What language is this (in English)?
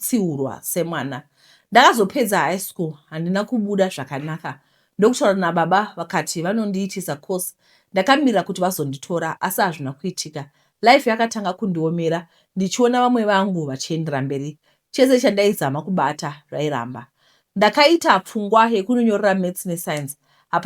Shona